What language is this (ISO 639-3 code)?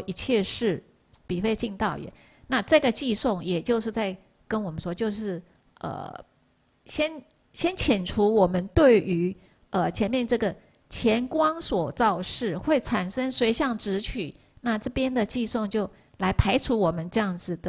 zho